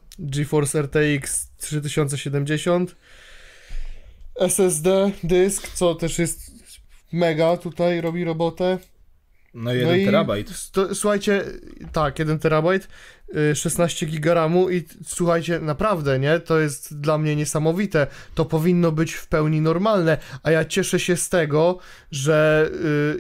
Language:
Polish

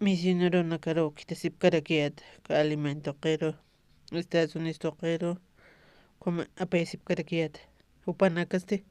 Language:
Aymara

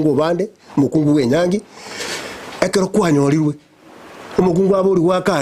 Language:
Gusii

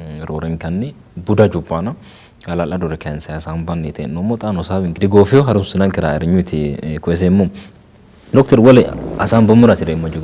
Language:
Sidamo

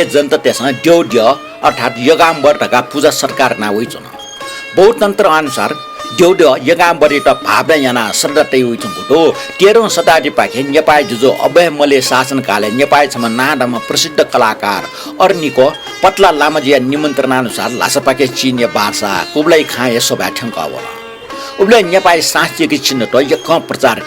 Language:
Newari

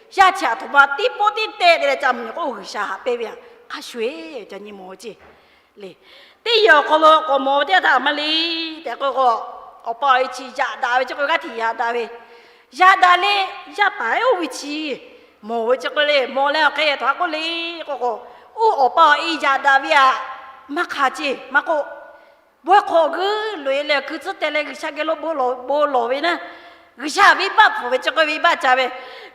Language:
Lahu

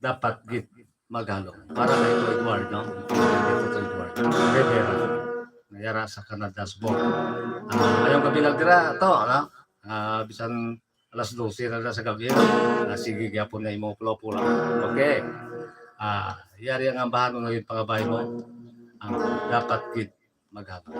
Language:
Hiligaynon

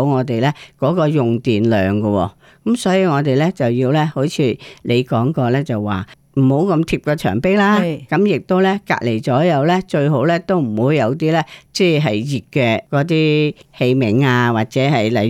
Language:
Cantonese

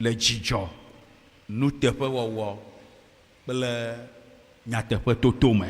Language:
Ewe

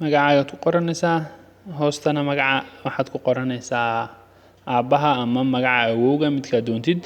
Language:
Somali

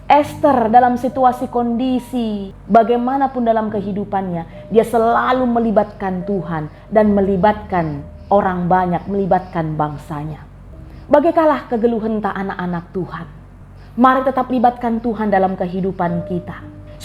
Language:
Batak Karo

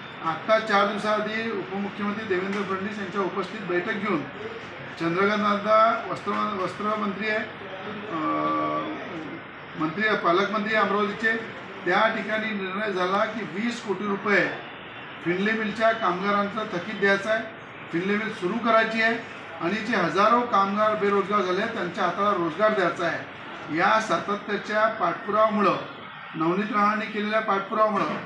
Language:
Marathi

